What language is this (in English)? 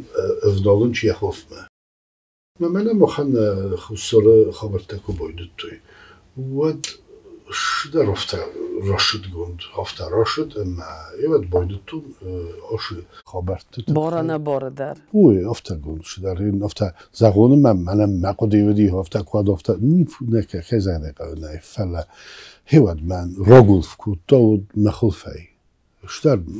Ossetic